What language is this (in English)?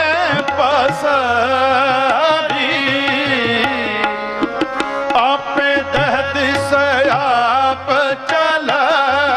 Punjabi